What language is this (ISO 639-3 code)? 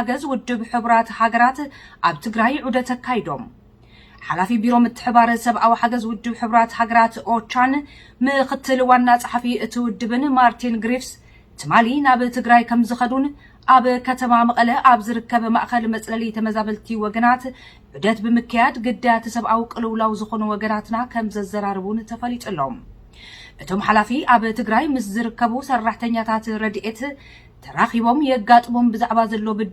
tir